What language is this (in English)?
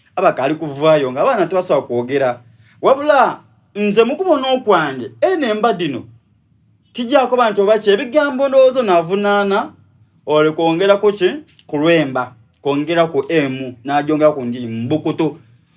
Soga